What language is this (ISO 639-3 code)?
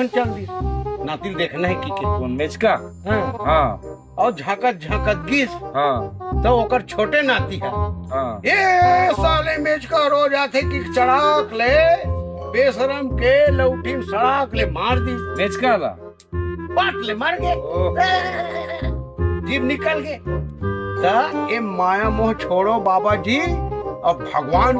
hne